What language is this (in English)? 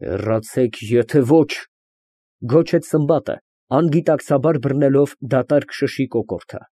Armenian